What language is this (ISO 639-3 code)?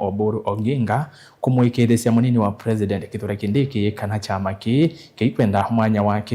kam